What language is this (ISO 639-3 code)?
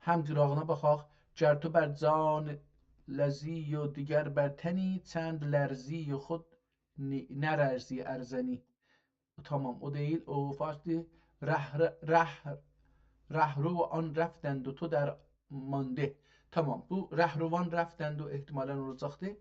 azb